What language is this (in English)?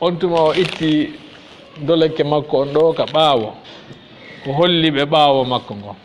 Fula